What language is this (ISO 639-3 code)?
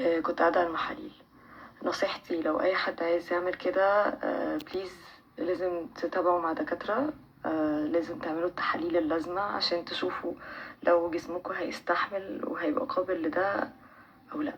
arz